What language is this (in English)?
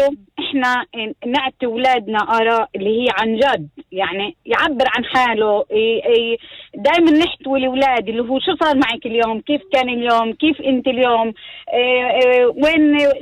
North Levantine Arabic